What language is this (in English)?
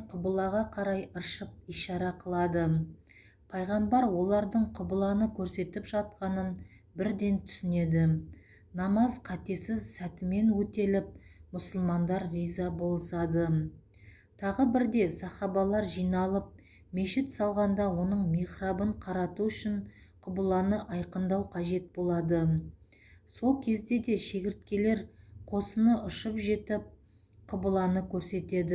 Kazakh